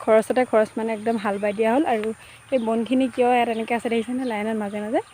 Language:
Assamese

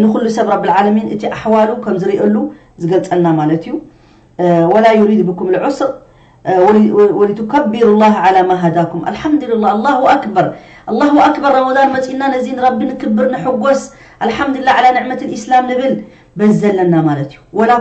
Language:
Tigrinya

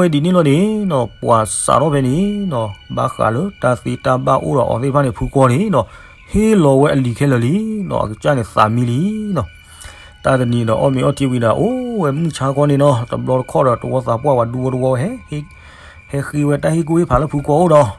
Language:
S'gaw Karen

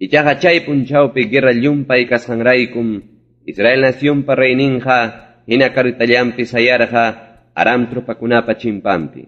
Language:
Ayacucho Quechua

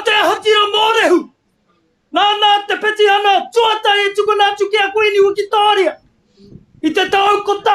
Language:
Māori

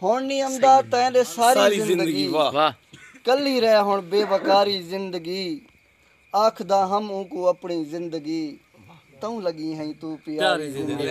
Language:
Saraiki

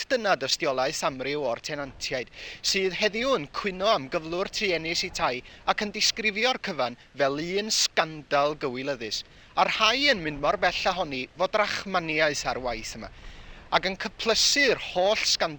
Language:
Welsh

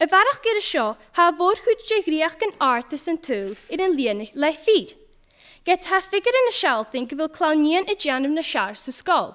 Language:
Scottish Gaelic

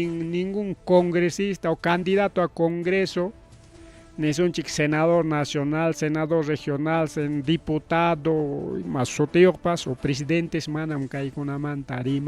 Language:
Ayacucho Quechua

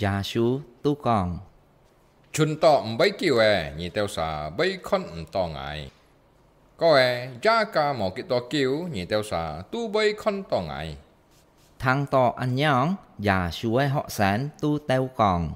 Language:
Hakka Chinese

